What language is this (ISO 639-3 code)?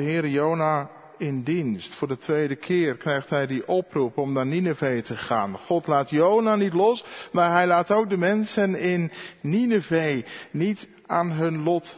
nld